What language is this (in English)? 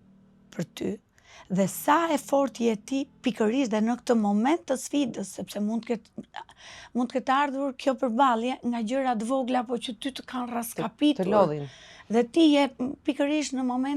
Albanian